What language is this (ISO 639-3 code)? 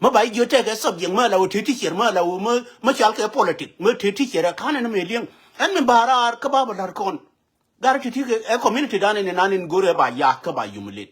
nus